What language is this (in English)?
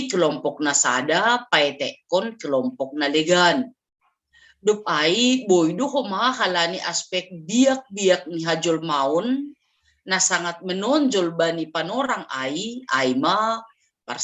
Batak Simalungun